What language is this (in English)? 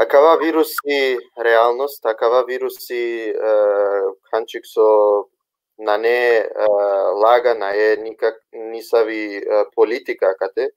Balkan Romani